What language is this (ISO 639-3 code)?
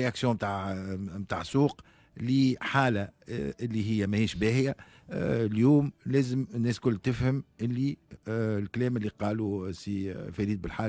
aeb